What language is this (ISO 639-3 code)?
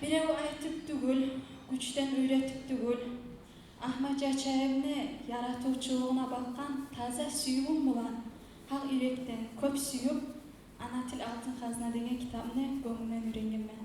kum